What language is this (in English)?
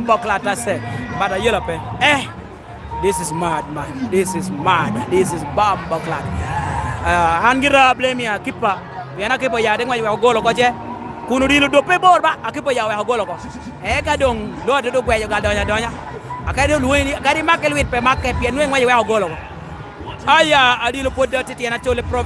Lango (Uganda)